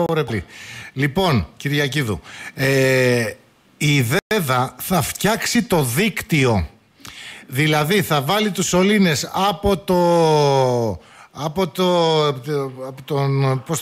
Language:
Greek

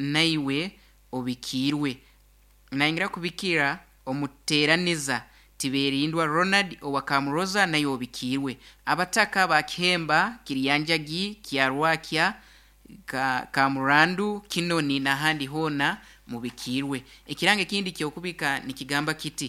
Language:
Nyoro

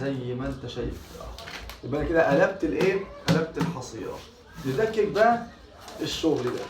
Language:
Egyptian Arabic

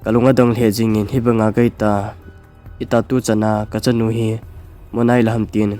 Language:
Thado Chin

